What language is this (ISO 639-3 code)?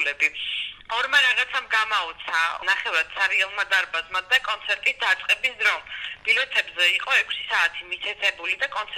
kat